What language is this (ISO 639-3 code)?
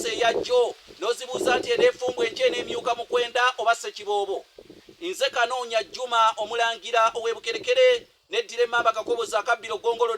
lug